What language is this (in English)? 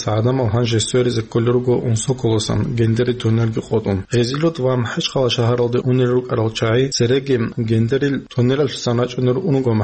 Avaric